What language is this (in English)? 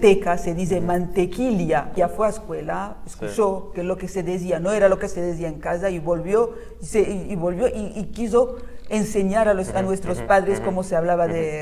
Ladino